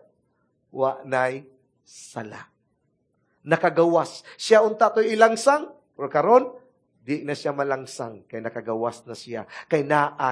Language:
Cebuano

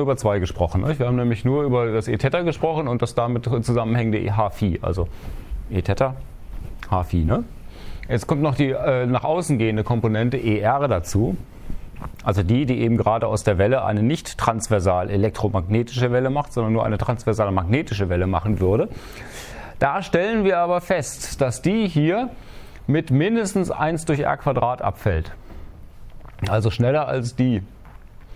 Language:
German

